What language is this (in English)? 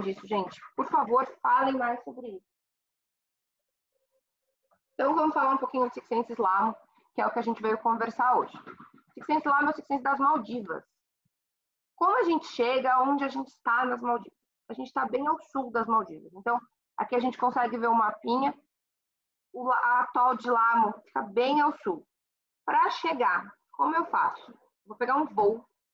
Portuguese